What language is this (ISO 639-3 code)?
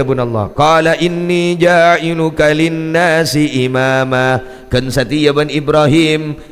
mad